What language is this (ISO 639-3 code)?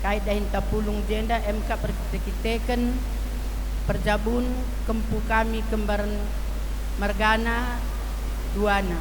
btx